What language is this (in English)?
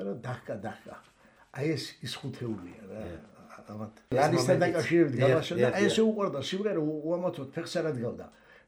Georgian